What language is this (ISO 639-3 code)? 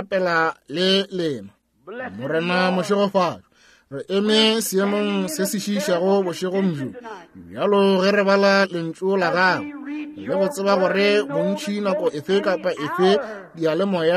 nso